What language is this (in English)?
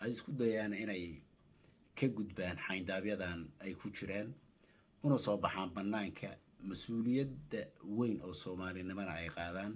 Somali